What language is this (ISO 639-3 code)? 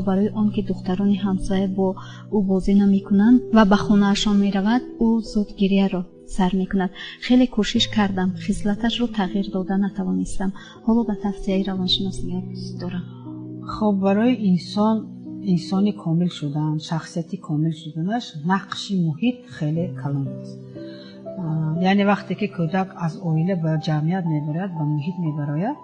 tgk